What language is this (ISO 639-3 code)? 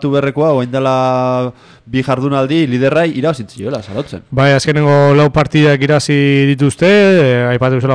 eus